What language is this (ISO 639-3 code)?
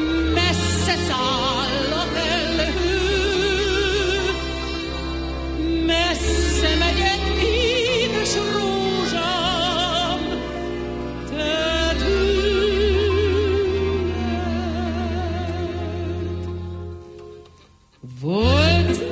hun